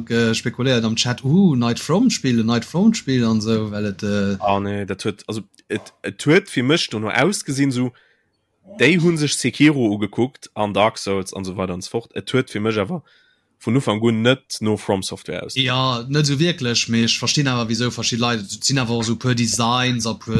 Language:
Luxembourgish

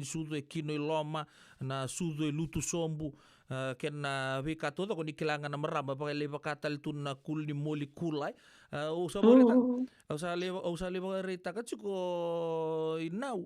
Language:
Fijian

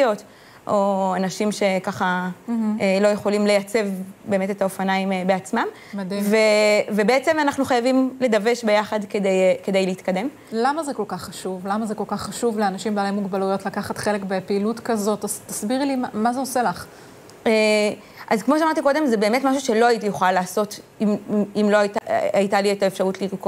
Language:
Hebrew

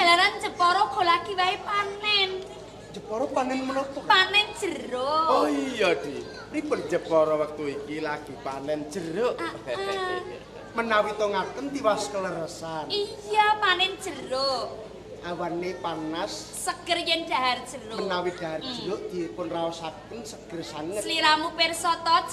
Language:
Javanese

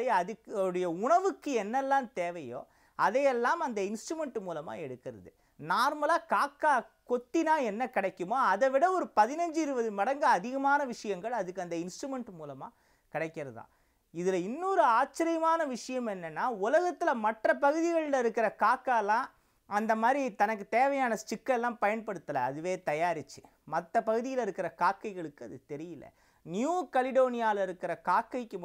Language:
Tamil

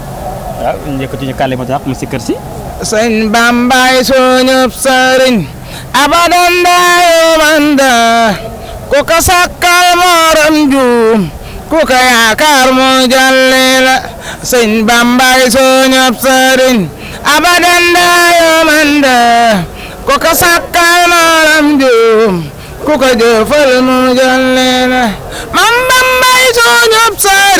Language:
Wolof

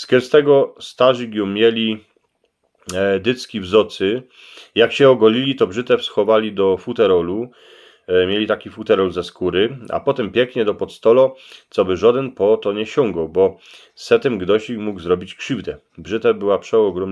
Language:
Silesian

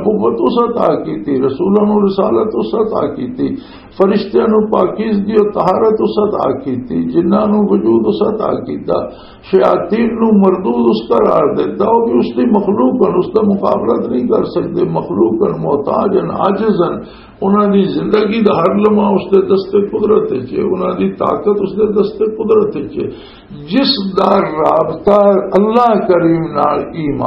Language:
Western Panjabi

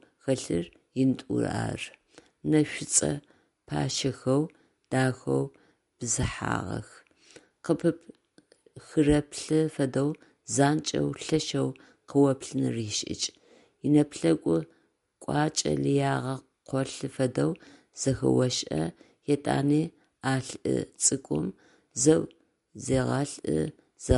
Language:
Adyghe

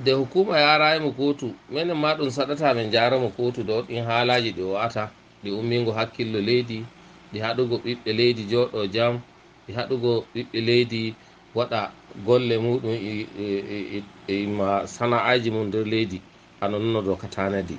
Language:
Nigerian Fulfulde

